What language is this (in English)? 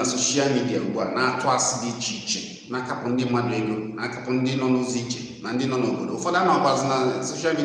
Igbo